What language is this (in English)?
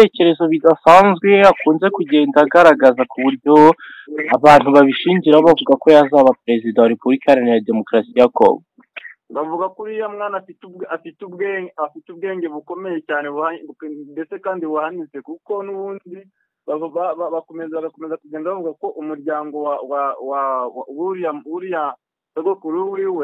Kinyarwanda